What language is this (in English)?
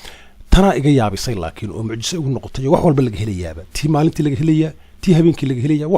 Somali